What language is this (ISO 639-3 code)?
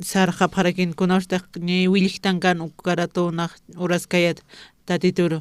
aym